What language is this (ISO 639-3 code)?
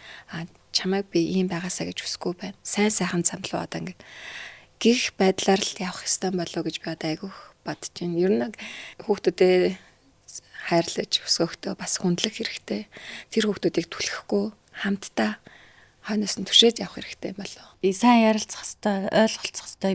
mon